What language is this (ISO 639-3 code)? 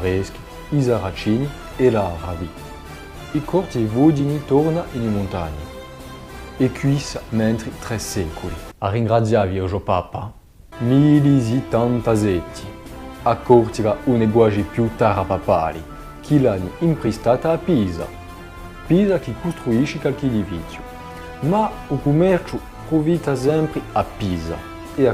cos